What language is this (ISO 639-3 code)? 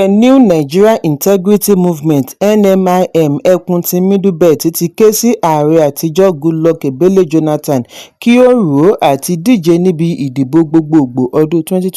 yor